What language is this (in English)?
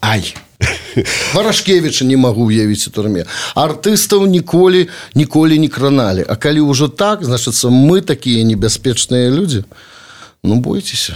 Belarusian